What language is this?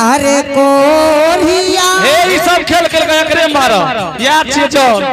Angika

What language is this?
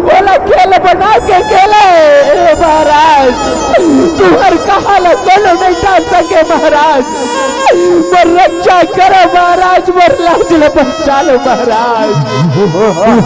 Chhattisgarhi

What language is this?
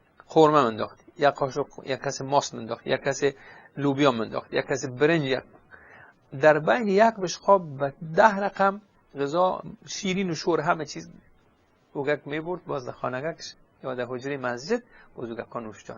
Persian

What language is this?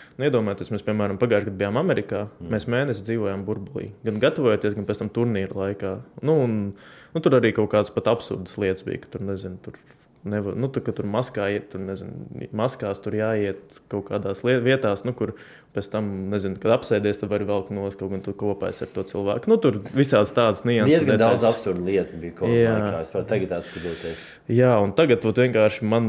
Latvian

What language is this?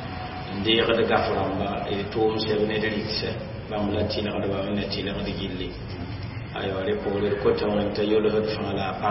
Mossi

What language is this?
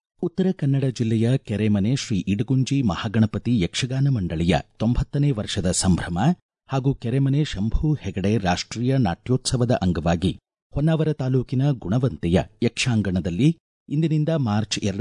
Kannada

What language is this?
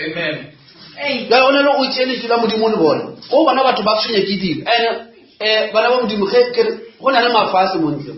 Northern Sotho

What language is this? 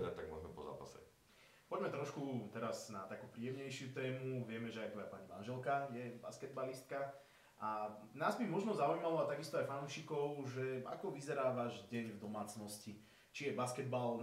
Slovak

